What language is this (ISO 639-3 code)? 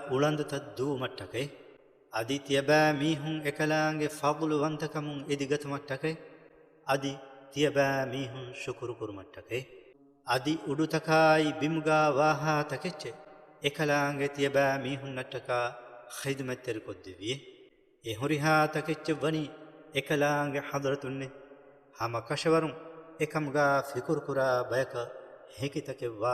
div